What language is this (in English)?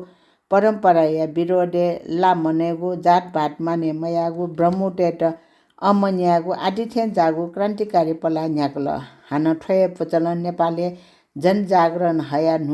Newari